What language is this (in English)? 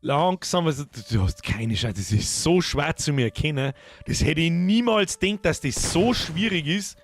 Bavarian